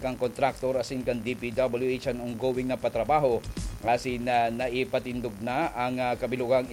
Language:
Bikol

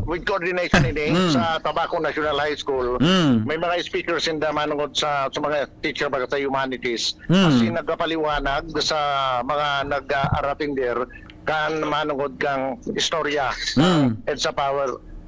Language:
Bikol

